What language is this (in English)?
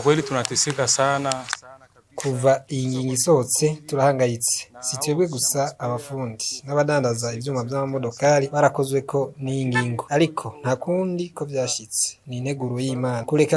Rundi